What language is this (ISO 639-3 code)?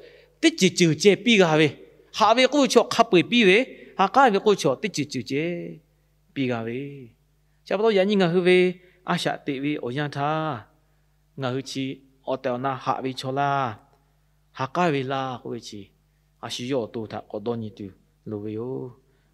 lhu